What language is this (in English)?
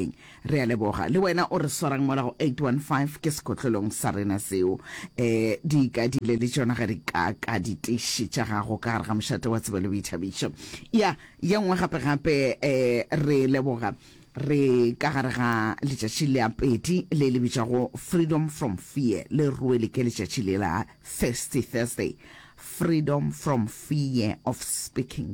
Northern Sotho